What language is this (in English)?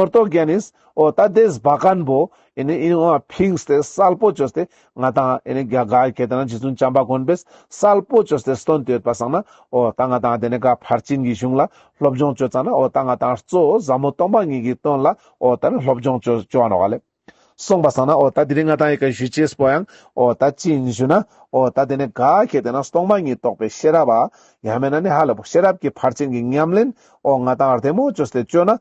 Ladakhi